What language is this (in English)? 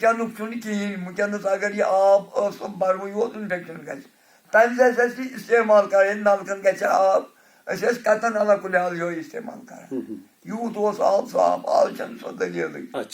Kashmiri